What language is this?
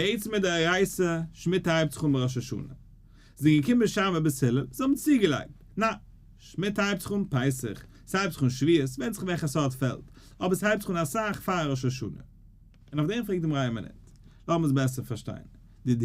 Yiddish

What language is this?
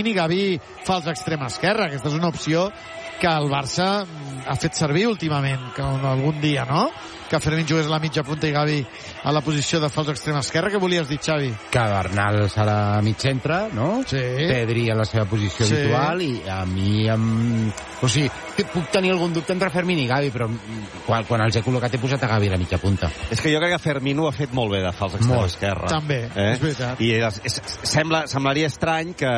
Catalan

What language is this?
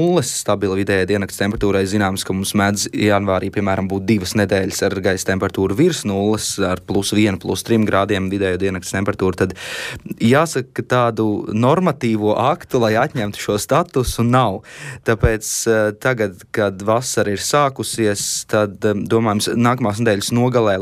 Latvian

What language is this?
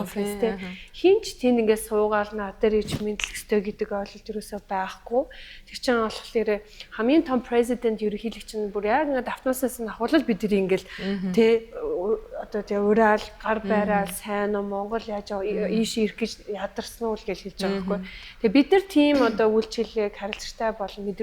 Mongolian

